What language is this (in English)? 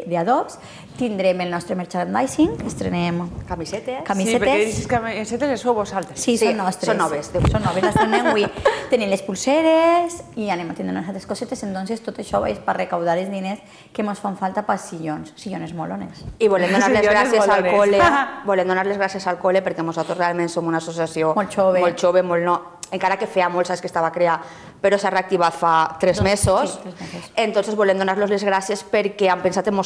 Catalan